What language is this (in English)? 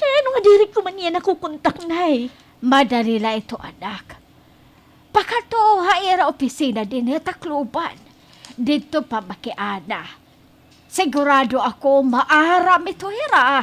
Waray